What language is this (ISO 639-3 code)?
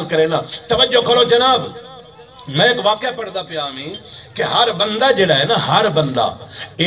skr